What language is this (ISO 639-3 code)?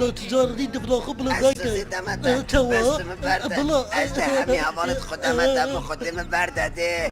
kur